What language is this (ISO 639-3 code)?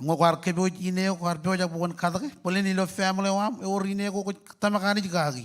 mah